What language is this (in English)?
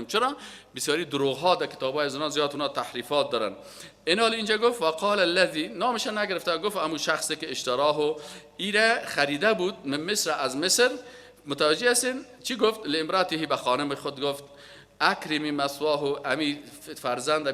Persian